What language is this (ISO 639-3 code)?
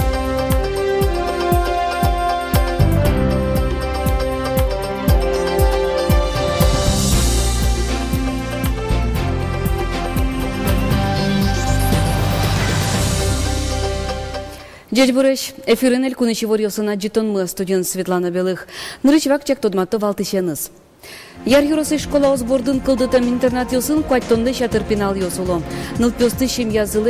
udm